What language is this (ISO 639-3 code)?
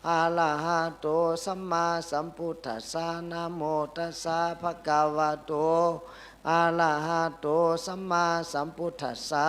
shn